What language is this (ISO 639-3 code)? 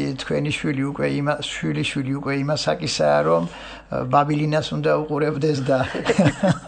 kat